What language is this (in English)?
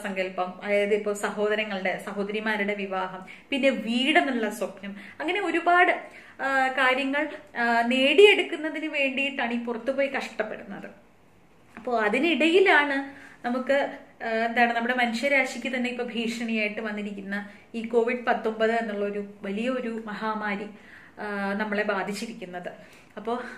Malayalam